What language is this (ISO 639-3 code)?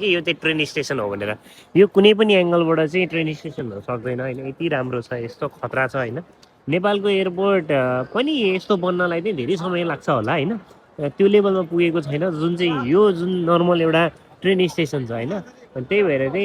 nep